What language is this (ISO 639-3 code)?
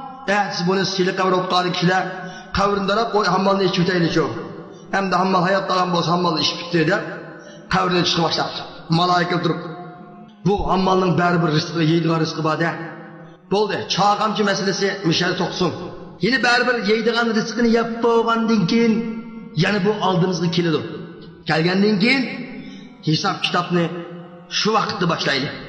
uig